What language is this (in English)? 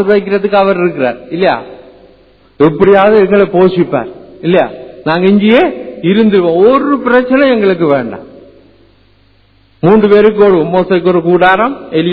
Tamil